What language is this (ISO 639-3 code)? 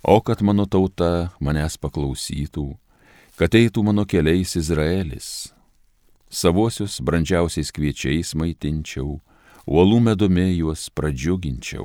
lit